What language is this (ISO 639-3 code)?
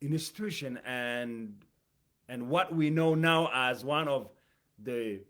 eng